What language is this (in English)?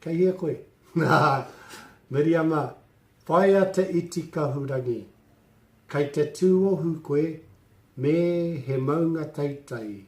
Māori